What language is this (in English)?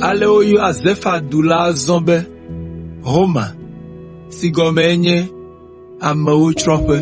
Ewe